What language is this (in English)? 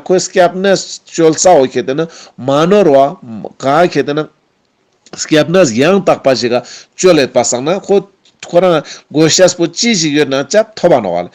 Ladakhi